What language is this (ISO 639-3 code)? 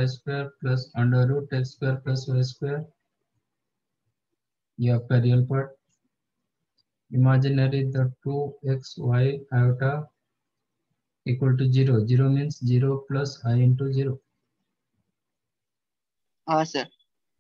hin